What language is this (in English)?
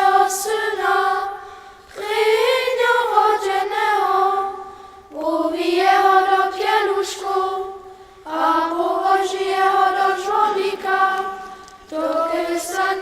Upper Sorbian